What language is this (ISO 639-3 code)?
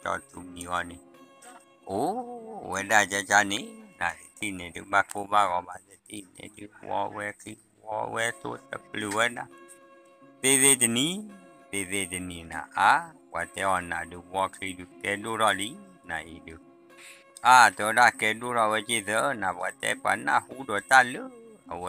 ksw